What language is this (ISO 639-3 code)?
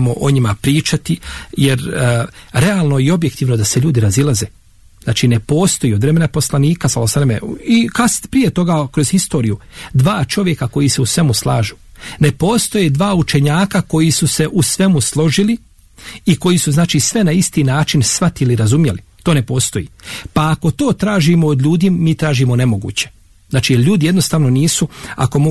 bos